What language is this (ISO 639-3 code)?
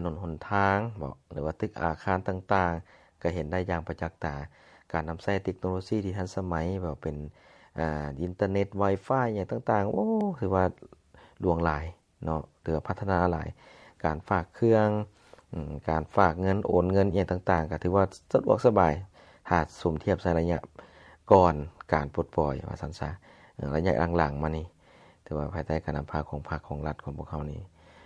lao